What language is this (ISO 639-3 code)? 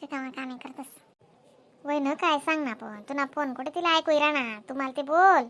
khn